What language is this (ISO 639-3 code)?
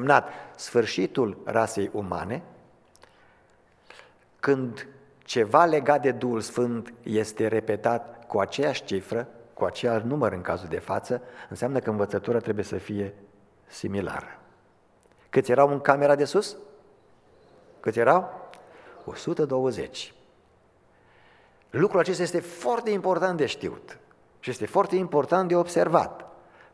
ron